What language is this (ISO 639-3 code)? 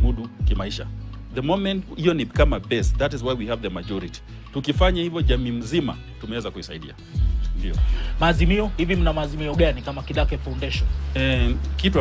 swa